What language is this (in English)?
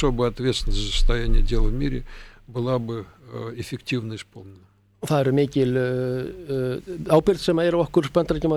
Icelandic